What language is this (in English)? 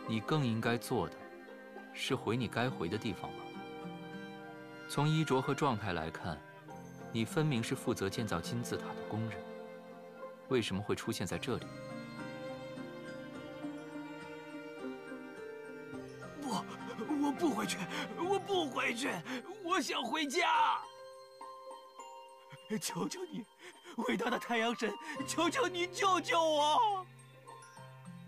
Chinese